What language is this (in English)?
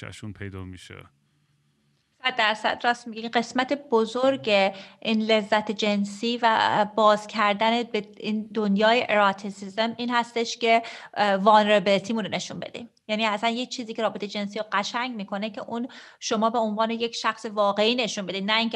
Persian